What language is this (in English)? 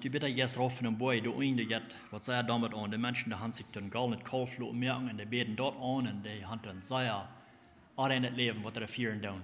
Plautdietsch